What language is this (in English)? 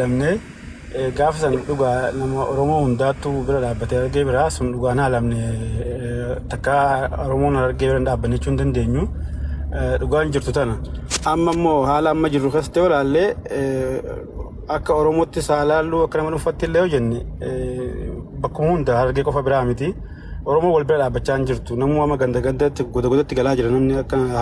Oromo